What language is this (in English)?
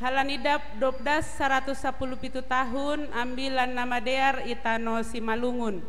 Batak Simalungun